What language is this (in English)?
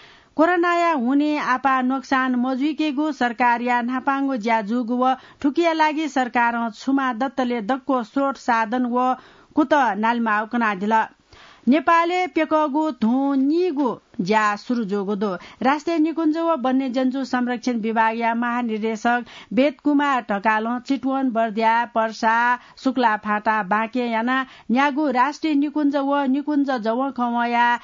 Newari